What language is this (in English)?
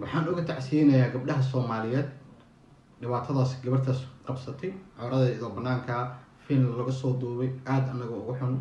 Somali